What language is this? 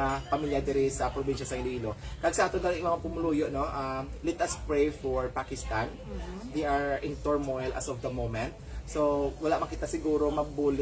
Hiligaynon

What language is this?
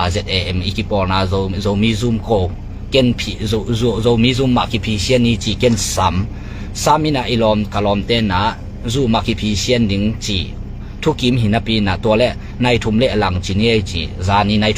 Tedim Chin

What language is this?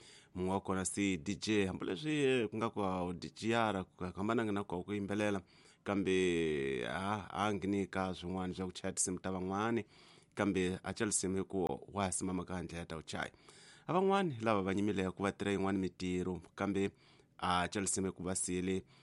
Tsonga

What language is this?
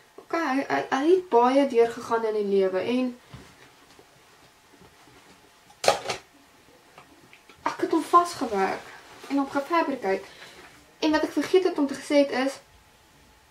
Afrikaans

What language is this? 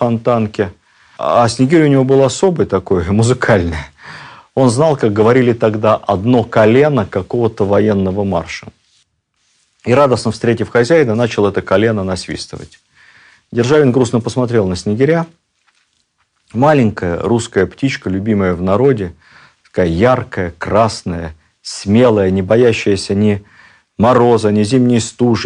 Russian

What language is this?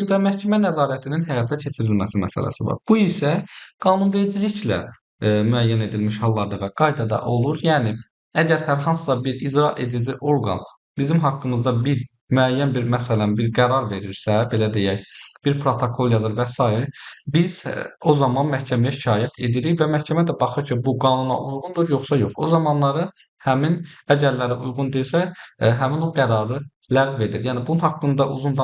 Azerbaijani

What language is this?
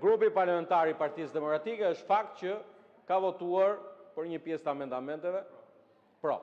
Albanian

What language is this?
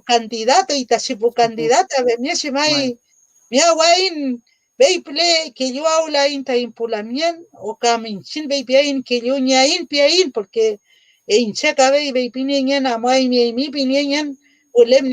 Mapuche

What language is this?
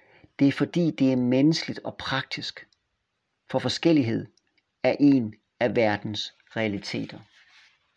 Danish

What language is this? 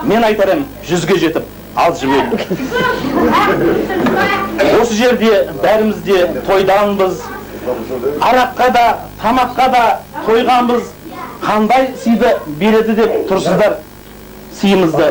Kazakh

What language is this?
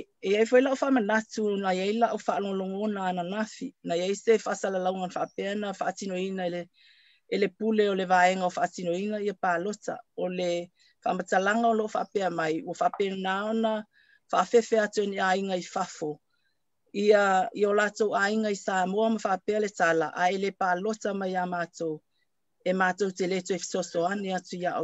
Samoan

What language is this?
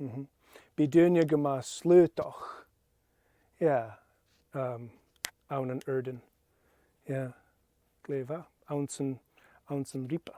Scottish Gaelic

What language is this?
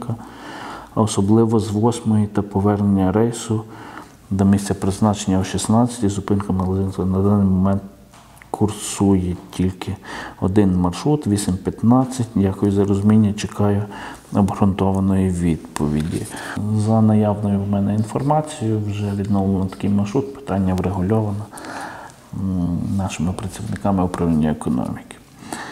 Ukrainian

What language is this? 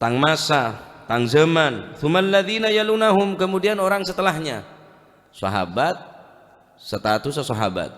Madurese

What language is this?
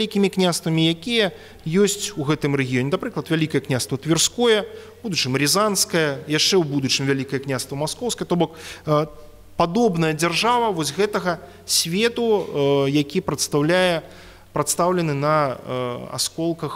Belarusian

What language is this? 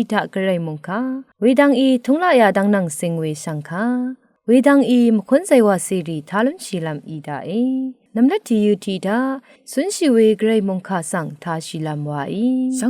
Rawang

